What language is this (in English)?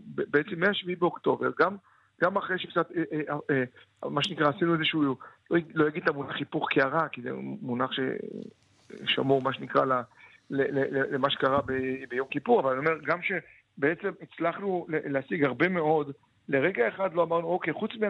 Hebrew